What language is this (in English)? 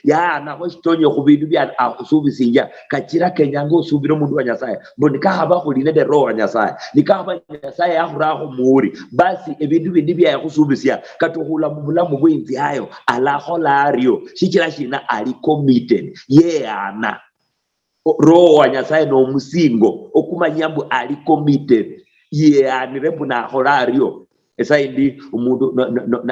Luyia